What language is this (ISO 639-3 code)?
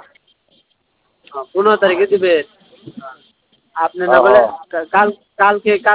ben